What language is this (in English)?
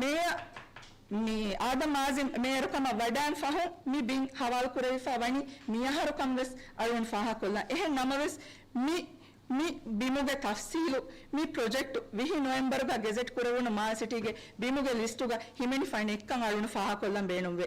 Divehi